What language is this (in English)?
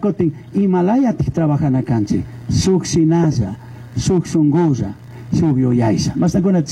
Chimborazo Highland Quichua